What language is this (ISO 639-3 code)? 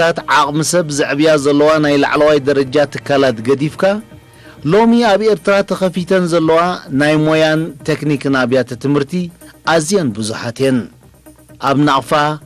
tir